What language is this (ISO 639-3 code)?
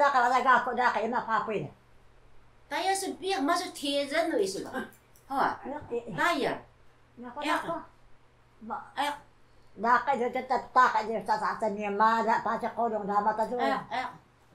trv